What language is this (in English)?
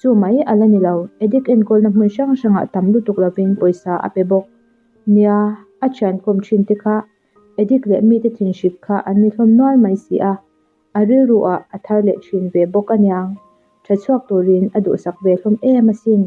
Mizo